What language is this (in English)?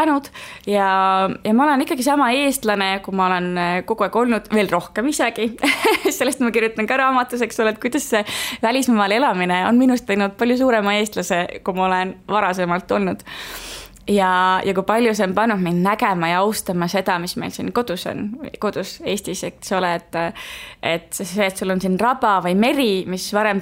Estonian